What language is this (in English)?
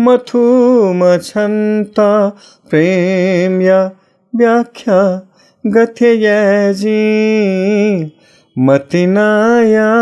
Newari